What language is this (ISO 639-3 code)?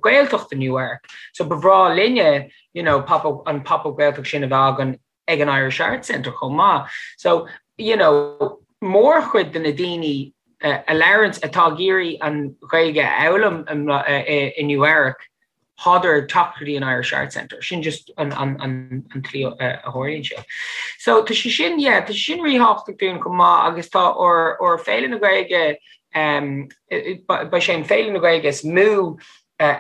gle